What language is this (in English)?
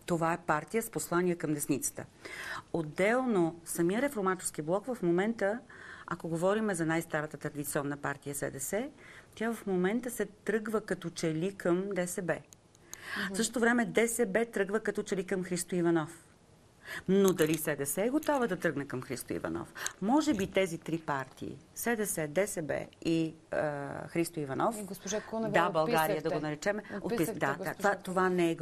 Bulgarian